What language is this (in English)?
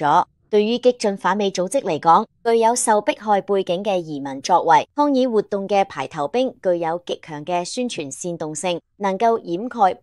Cantonese